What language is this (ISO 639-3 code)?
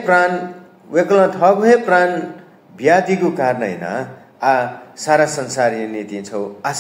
new